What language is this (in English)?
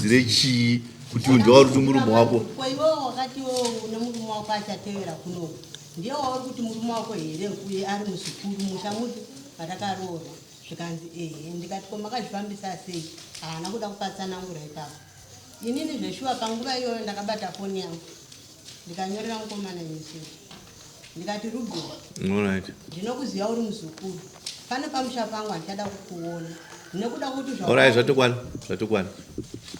Shona